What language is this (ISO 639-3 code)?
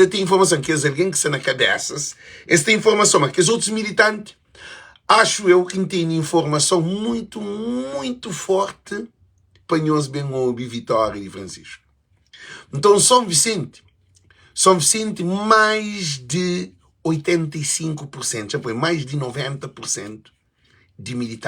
kea